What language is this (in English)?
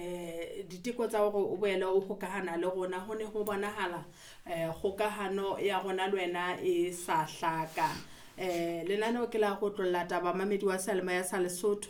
Southern Sotho